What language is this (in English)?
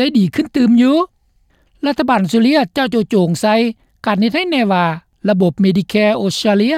Lao